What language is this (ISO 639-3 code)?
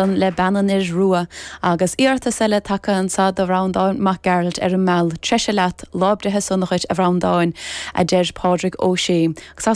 gle